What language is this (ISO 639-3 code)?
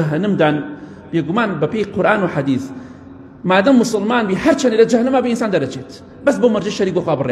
ckb